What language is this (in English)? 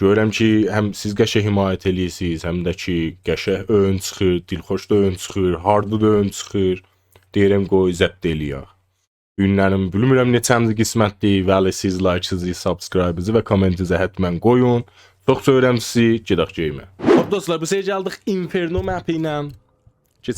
South Azerbaijani